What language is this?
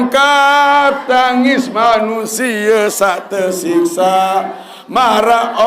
Sasak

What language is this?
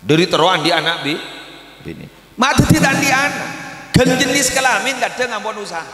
Madurese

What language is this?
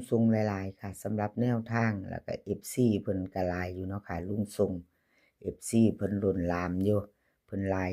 Northeastern Thai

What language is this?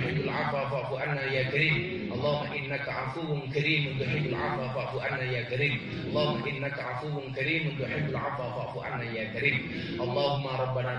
Javanese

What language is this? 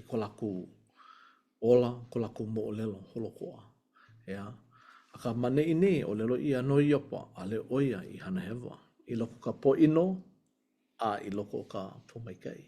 Hawaiian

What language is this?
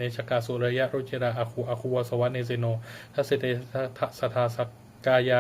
Pali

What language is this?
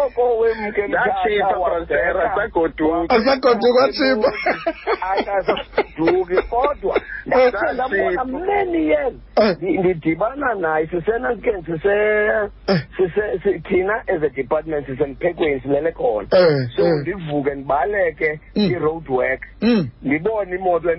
Xhosa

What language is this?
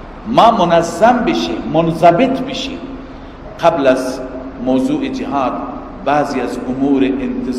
Persian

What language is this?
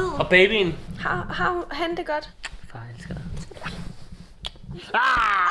Danish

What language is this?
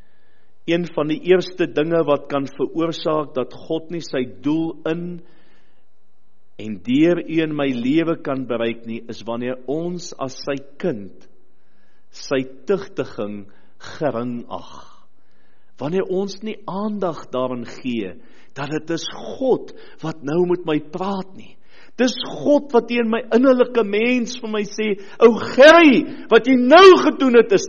Afrikaans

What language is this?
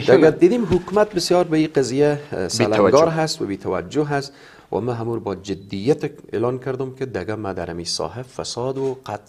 Persian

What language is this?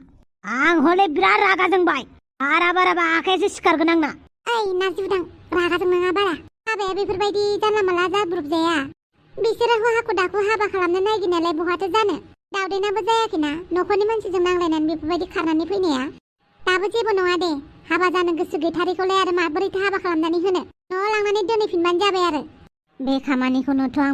Bodo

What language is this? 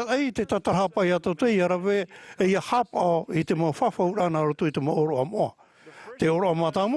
Tahitian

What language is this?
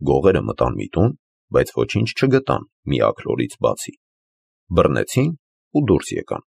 Armenian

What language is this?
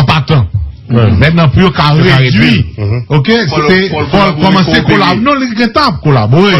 Haitian Creole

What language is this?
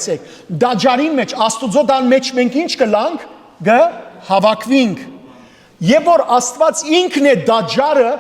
Western Armenian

